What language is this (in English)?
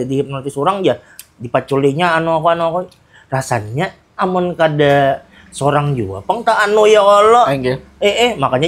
Banjar